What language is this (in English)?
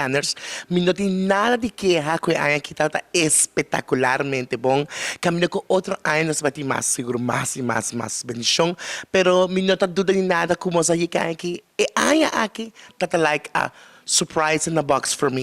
Papiamento